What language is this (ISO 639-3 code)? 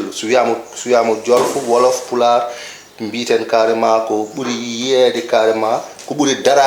ful